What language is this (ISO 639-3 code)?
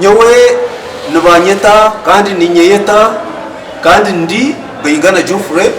nyn